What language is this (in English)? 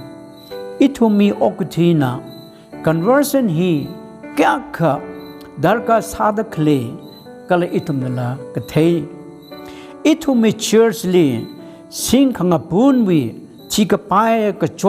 Tangkhul Naga (India)